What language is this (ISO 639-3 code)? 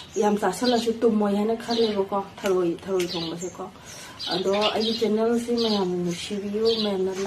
mni